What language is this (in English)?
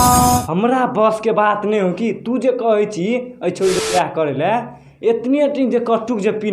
Maithili